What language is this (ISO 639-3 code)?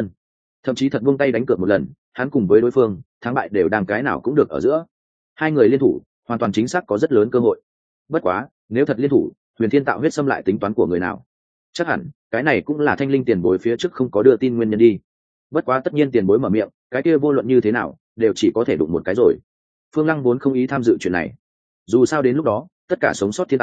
vie